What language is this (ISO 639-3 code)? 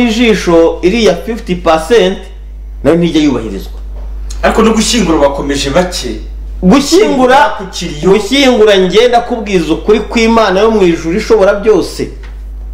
kin